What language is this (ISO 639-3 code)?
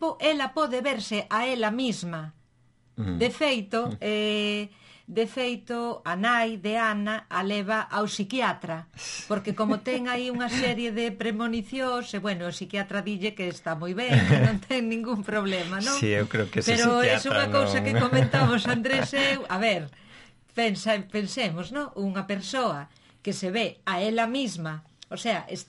glg